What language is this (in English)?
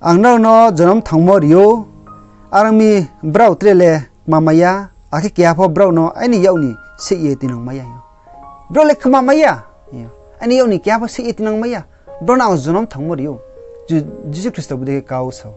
Riang (India)